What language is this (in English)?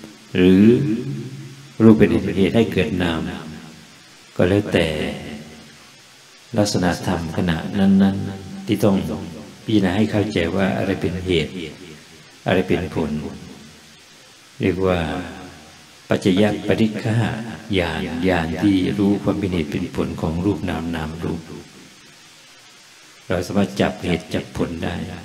Thai